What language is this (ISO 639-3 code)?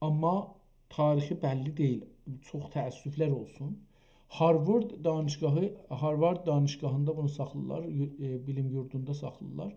azb